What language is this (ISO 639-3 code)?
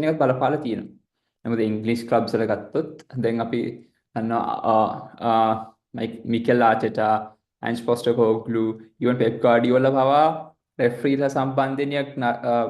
sin